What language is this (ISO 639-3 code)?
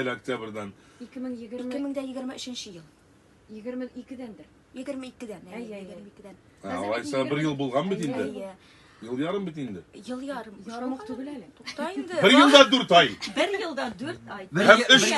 tat